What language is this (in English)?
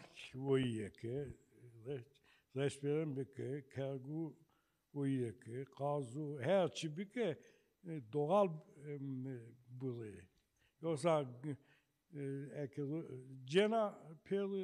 Zaza